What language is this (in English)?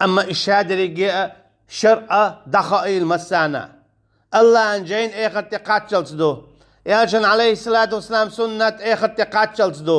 Chechen